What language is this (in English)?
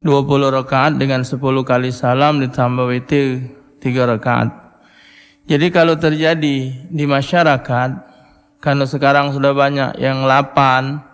Musi